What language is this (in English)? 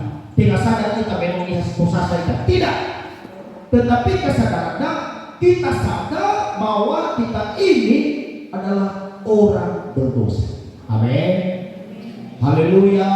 Nias